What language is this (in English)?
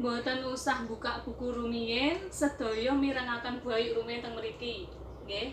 Javanese